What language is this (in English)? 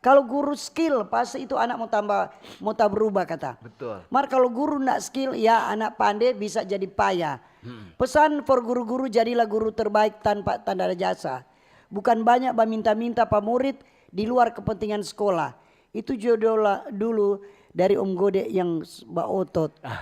Manado Malay